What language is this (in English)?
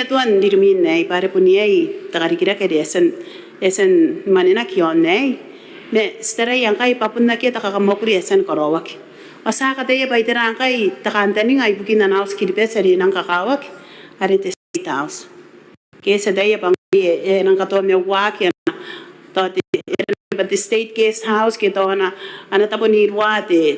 Gilbertese